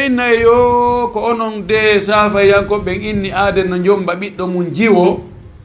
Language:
Fula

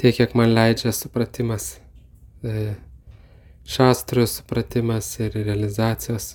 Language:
Lithuanian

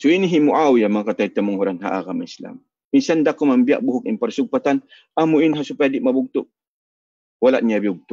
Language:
Tausug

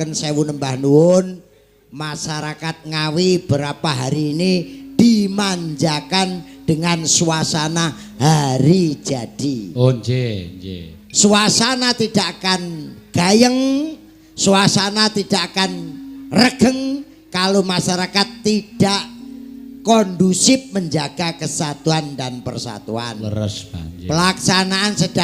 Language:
Javanese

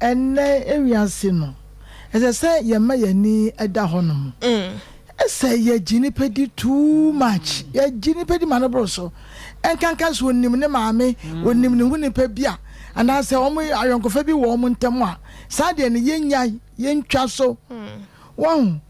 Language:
Akan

